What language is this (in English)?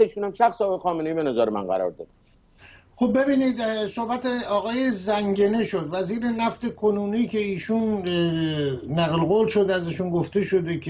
Persian